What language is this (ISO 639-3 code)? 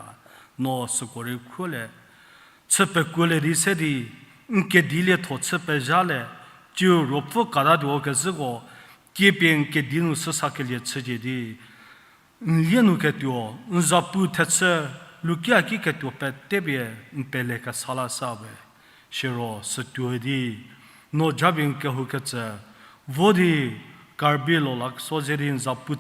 njm